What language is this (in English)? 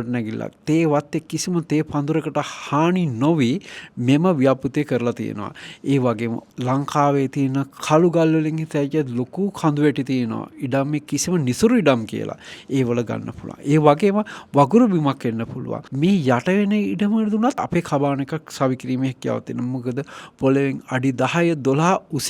Sinhala